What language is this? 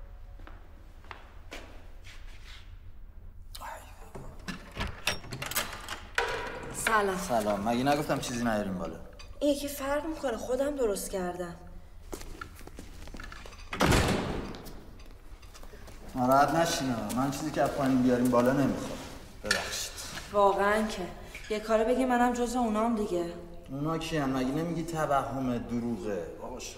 Persian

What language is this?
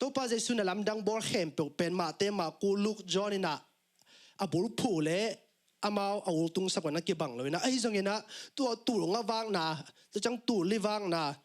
Tedim Chin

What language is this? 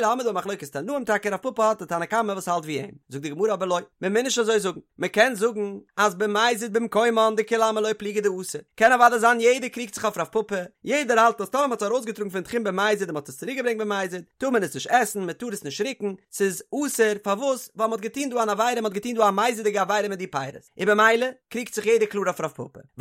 Yiddish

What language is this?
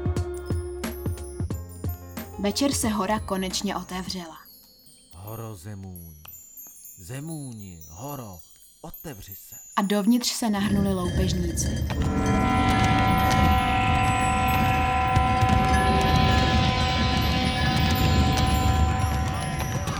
Czech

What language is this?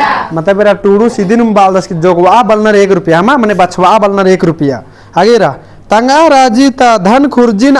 Kurukh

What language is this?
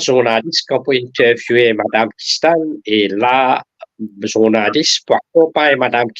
Morisyen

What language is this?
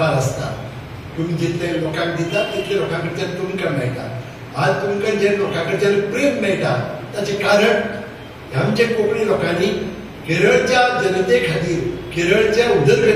Konkani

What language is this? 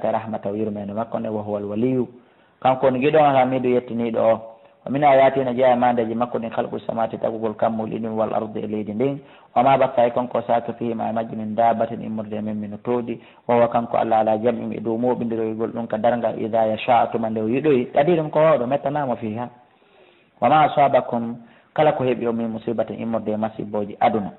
Fula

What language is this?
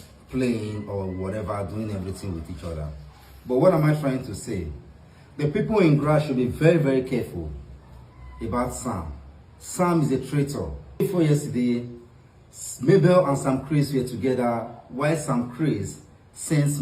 Nigerian Pidgin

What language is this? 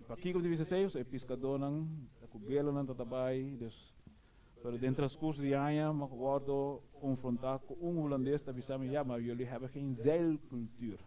Papiamento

